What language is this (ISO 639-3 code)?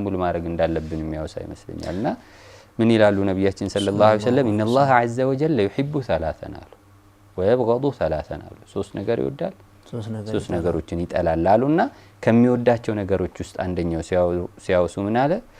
amh